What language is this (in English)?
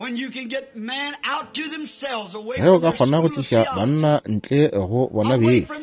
Northern Sotho